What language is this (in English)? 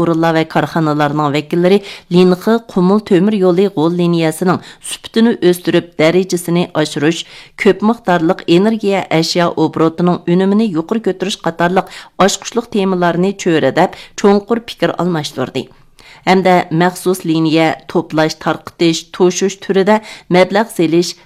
Uyghur